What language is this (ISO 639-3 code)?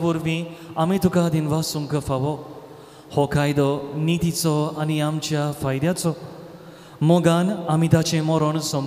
kok